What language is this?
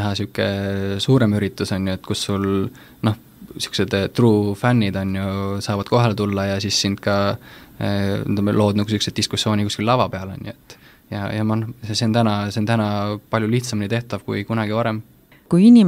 Estonian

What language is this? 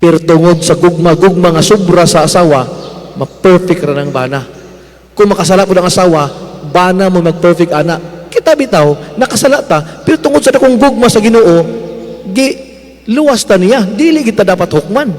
Cebuano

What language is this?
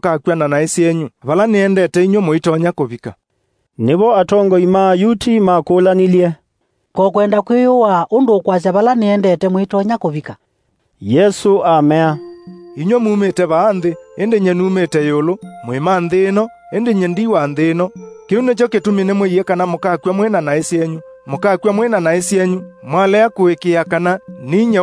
Kamba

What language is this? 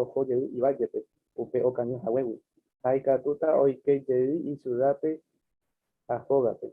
Guarani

